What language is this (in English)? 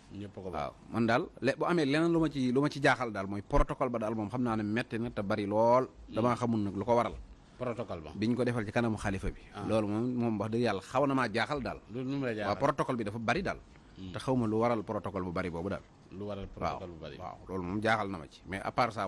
Wolof